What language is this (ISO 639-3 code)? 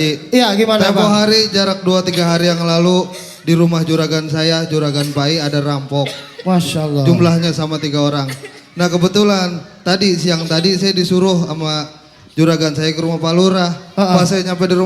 bew